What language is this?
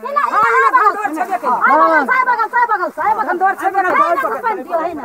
Maithili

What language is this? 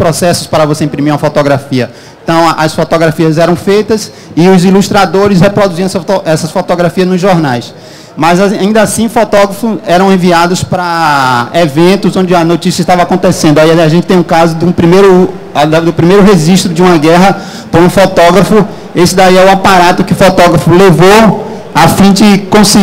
Portuguese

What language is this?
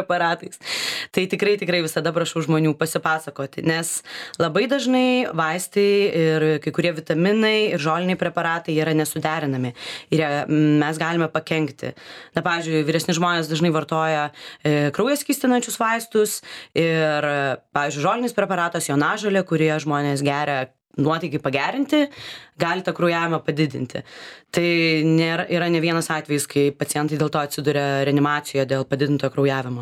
Lithuanian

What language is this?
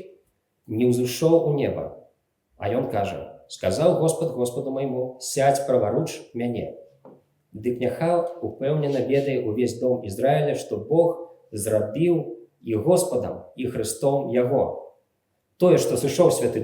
Belarusian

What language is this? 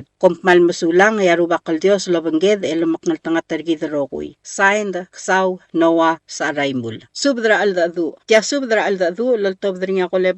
Palauan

